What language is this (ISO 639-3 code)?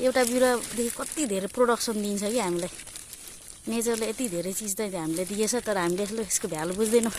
nep